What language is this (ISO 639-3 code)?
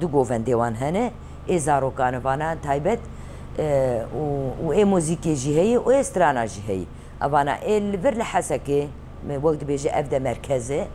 kur